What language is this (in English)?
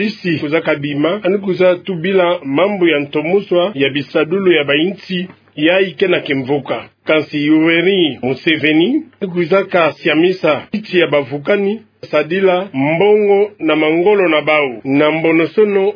Kituba (Democratic Republic of Congo)